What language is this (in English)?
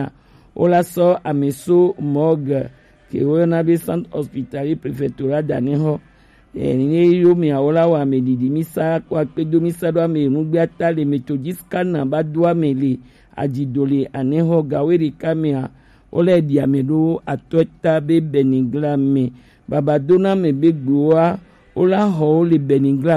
Gen